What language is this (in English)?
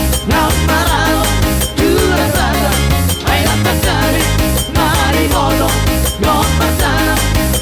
Batak Toba